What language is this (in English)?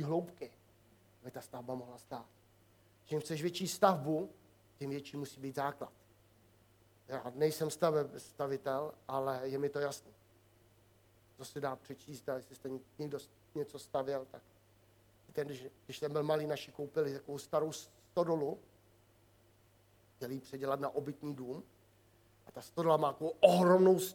Czech